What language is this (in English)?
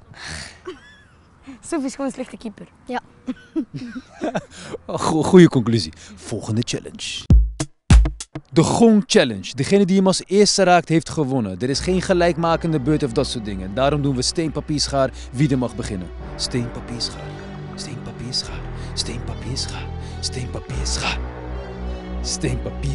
Dutch